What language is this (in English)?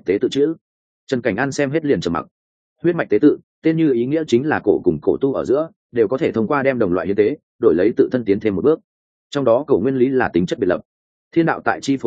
Vietnamese